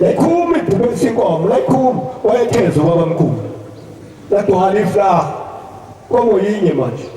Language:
Zulu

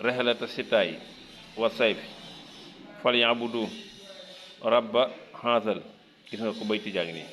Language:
Wolof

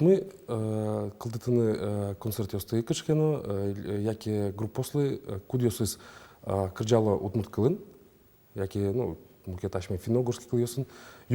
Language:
Udmurt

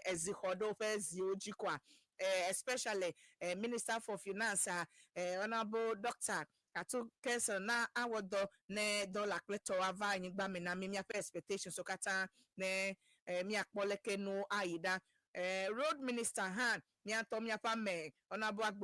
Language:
Ewe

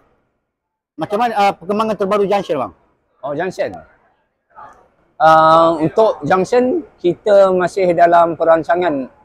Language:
Malay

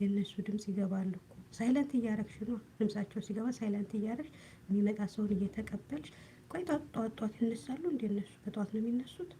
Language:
Amharic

